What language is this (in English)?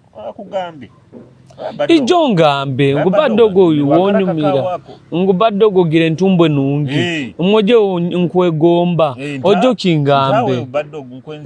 Nyoro